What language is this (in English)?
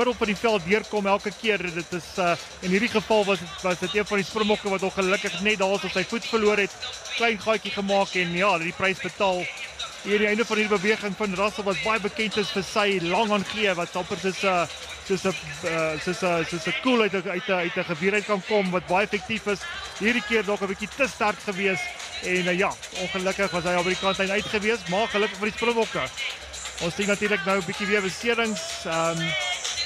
Afrikaans